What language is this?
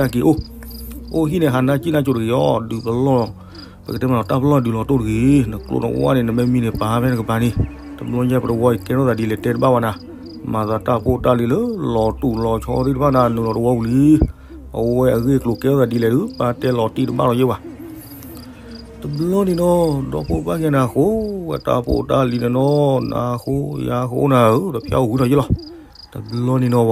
S'gaw Karen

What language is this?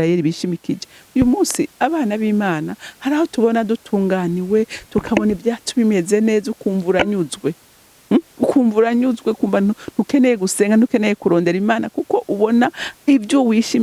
Rundi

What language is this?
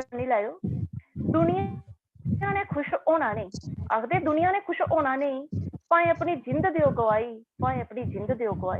Dogri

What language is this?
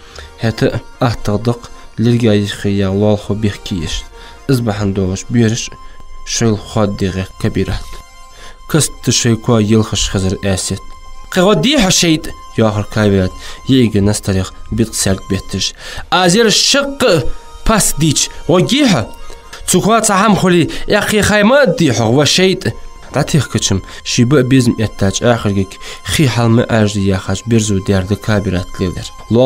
Ingush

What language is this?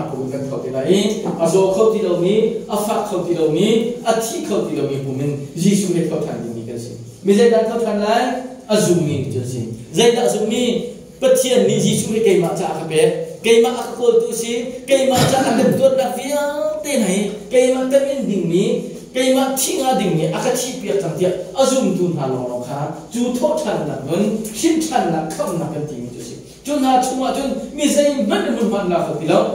Hakha Chin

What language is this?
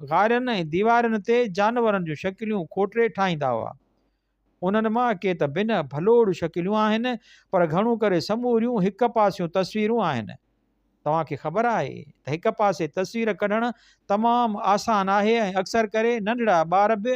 Sindhi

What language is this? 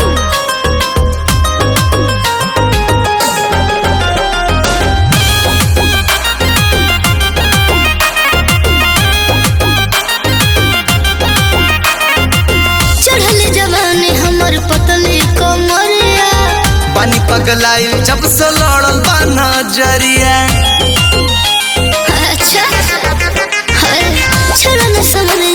Bhojpuri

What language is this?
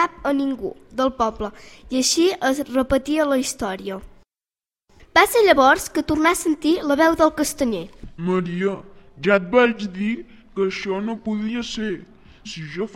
Catalan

